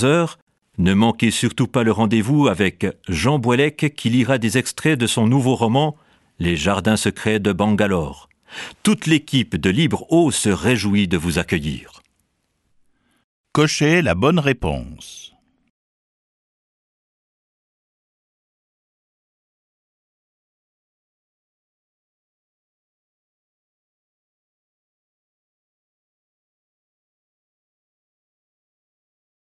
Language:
French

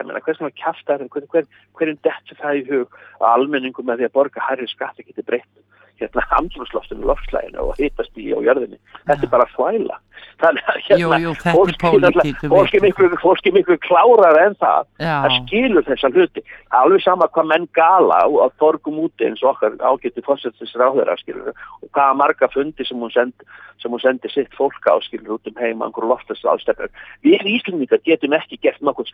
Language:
Icelandic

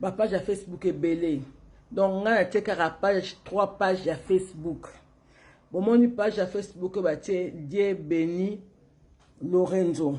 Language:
Lingala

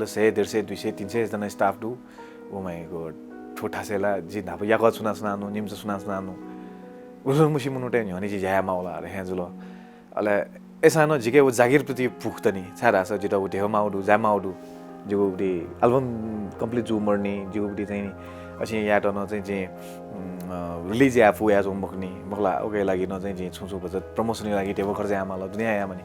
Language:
Newari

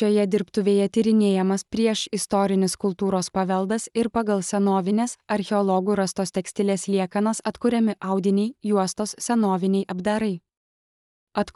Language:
Lithuanian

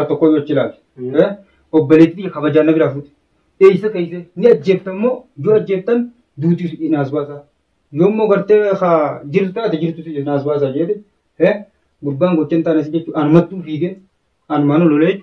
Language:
Oromo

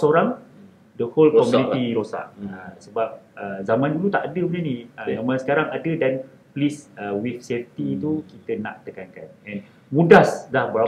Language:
Malay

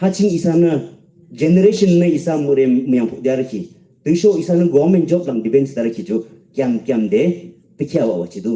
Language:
Yimchungru Naga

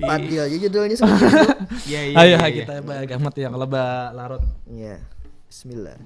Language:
Banjar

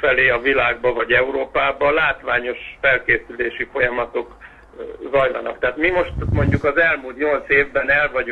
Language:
Hungarian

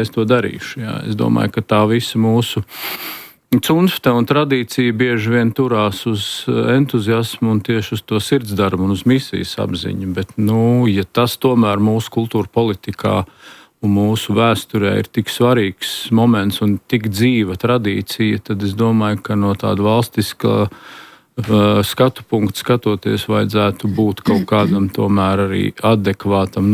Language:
Latvian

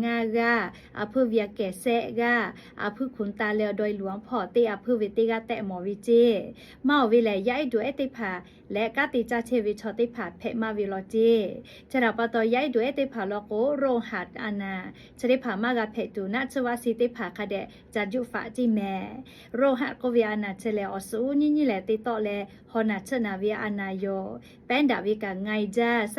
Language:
Lahu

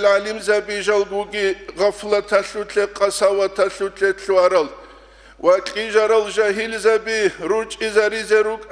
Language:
Avaric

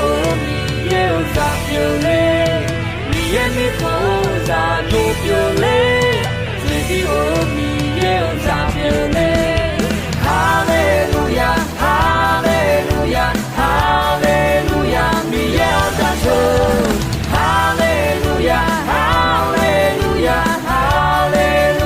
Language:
Akha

